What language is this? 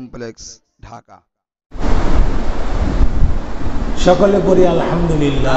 Bangla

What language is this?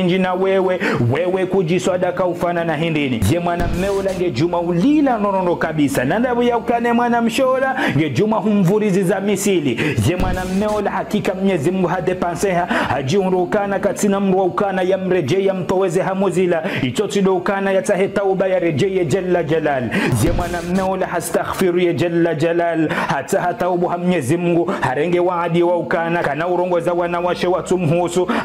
Ngazidja Comorian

